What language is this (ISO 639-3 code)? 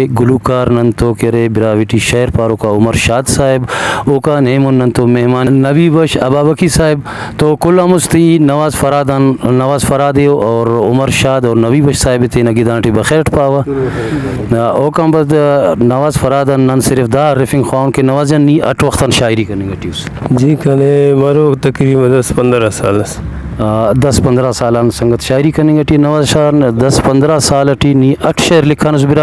brh